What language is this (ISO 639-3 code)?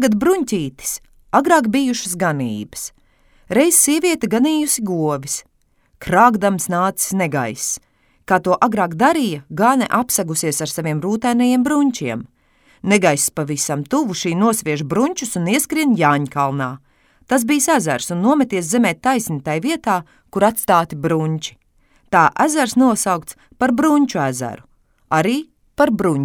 lav